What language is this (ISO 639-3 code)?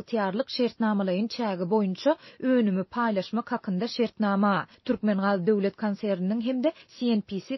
tuk